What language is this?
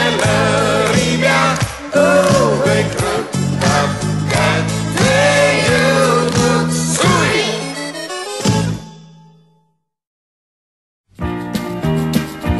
Estonian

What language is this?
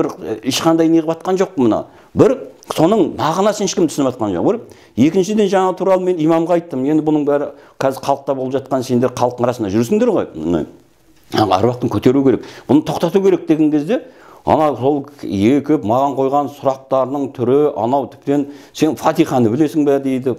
Kazakh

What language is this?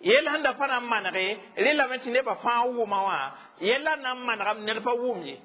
Mossi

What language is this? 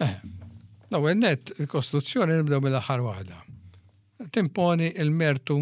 Maltese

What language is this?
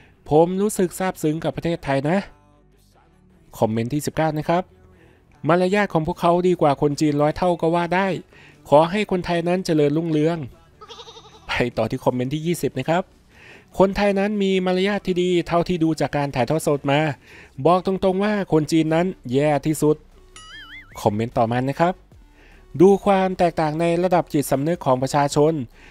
Thai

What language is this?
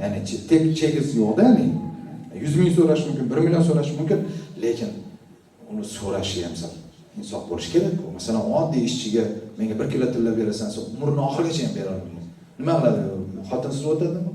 Uzbek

